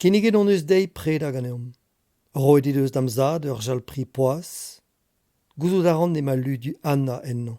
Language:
Breton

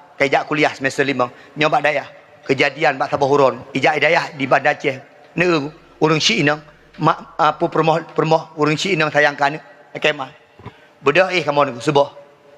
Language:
Achinese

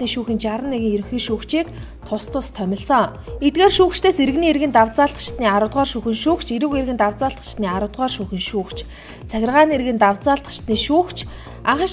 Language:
Mongolian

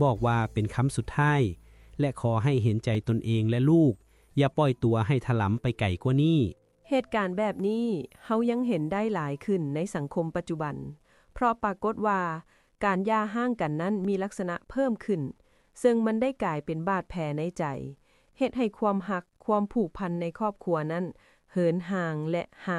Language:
Lao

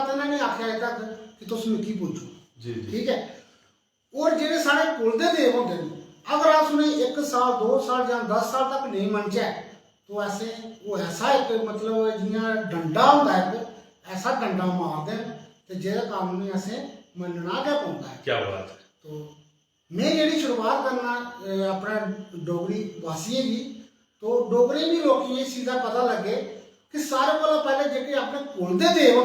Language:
Dogri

